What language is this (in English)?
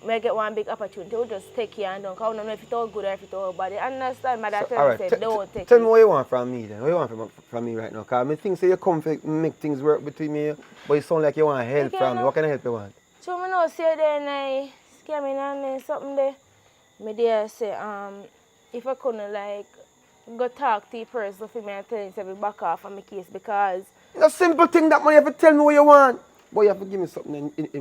Jamaican Creole English